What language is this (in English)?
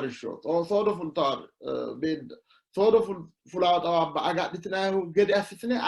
Sidamo